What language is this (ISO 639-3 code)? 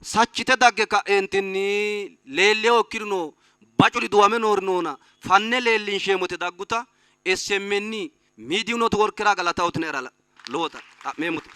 sid